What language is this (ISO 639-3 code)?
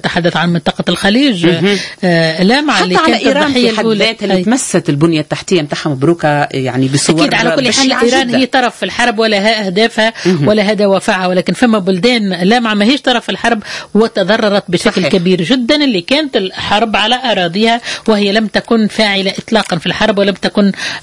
aeb